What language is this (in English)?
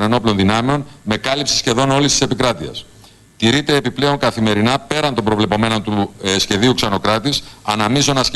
Greek